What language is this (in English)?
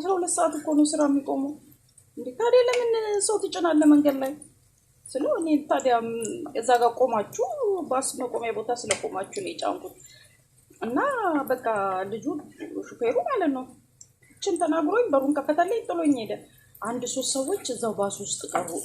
Amharic